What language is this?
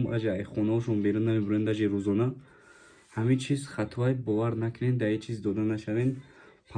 Tajik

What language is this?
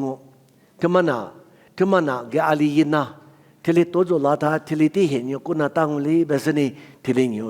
Lisu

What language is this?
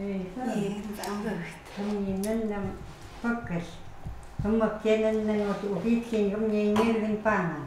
Chukot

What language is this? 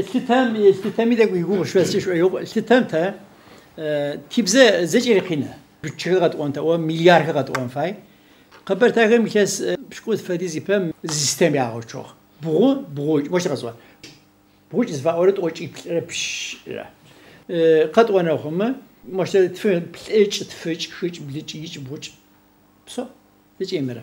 Adyghe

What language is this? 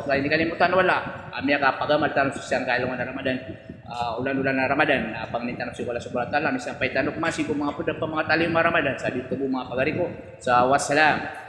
Maranao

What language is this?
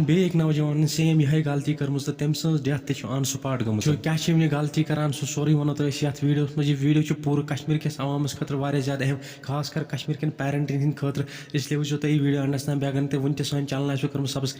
Kashmiri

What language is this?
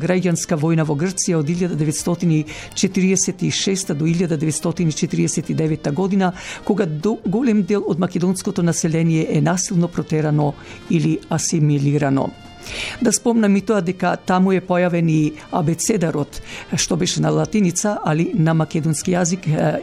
Macedonian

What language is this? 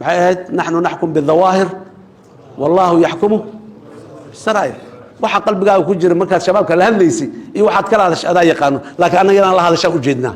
Somali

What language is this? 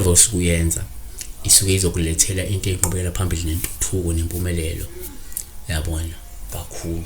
Zulu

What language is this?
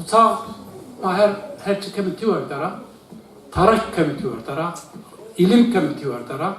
Zaza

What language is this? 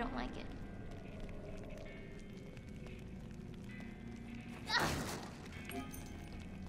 English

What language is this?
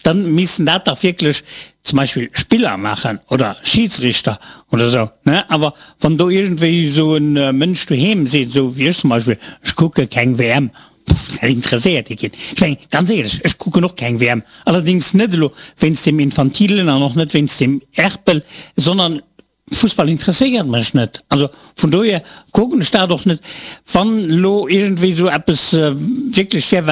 Luxembourgish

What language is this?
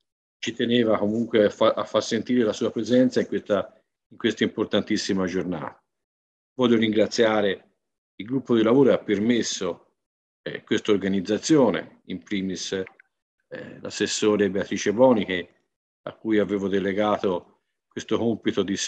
Italian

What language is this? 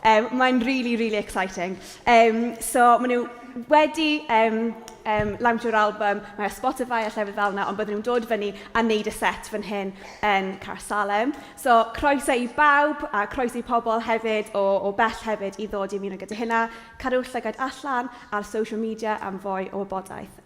Welsh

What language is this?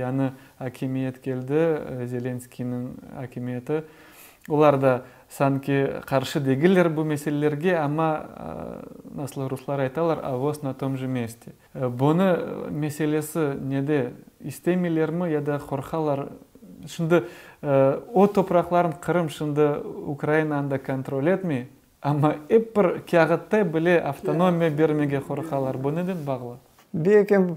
Crimean Tatar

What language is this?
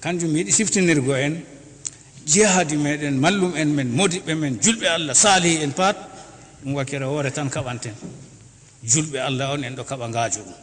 Fula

